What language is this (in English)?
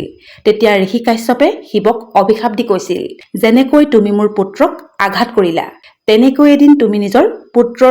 Assamese